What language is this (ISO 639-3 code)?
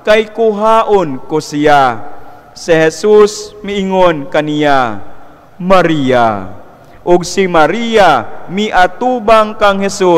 ceb